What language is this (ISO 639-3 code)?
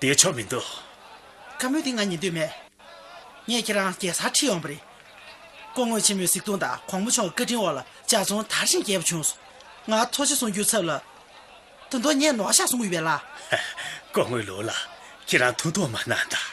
bod